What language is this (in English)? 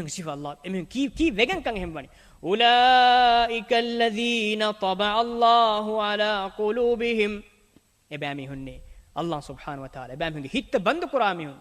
Divehi